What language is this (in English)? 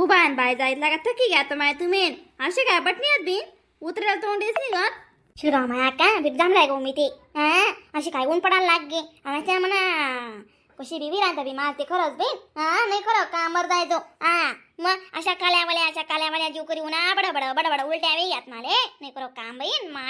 Khandesi